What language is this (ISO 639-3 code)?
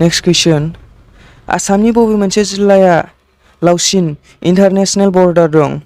brx